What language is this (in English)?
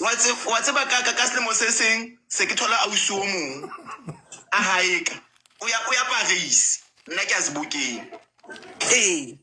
Southern Sotho